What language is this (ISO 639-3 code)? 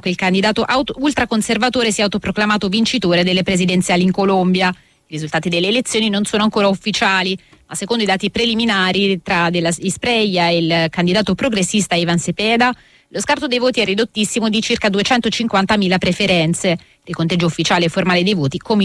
ita